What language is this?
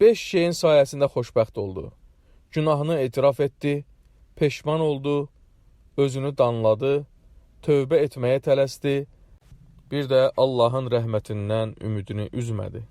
Azerbaijani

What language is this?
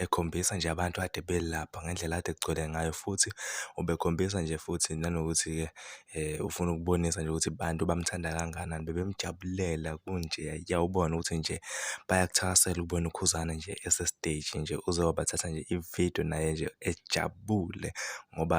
Zulu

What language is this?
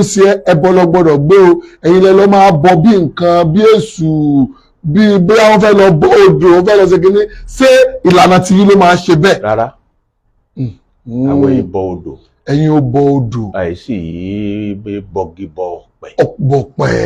Yoruba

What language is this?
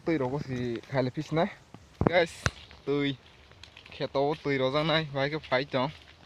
Kok Borok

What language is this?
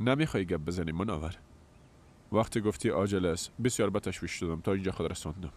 Persian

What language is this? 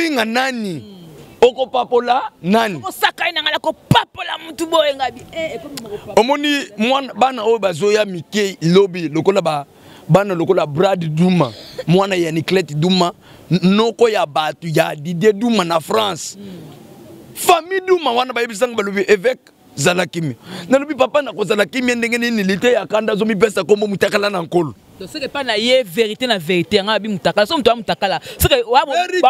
Lingala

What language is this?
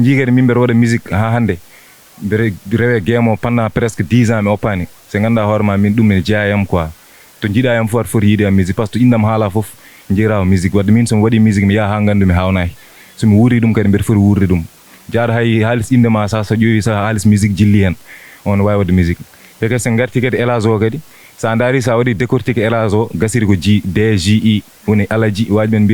Fula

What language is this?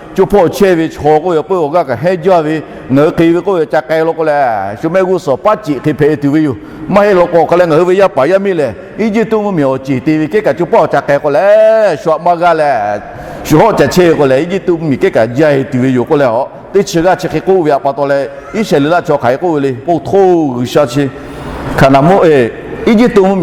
Lahu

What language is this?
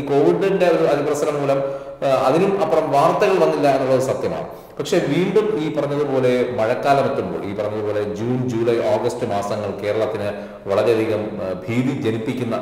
Malayalam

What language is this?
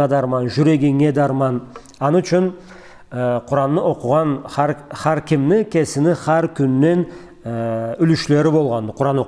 Karachay-Balkar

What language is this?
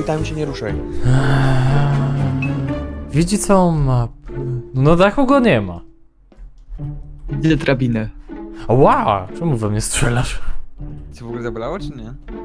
Polish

